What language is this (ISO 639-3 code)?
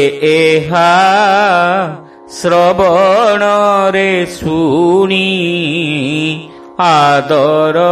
ori